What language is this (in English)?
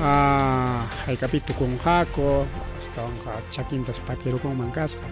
Ayacucho Quechua